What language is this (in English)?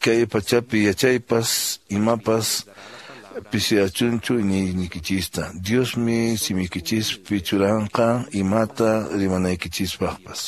Quechua